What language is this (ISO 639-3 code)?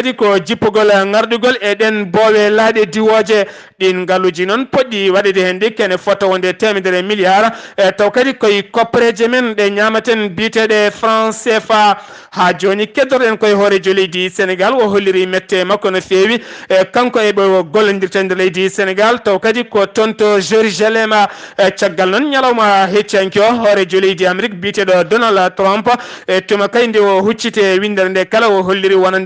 ful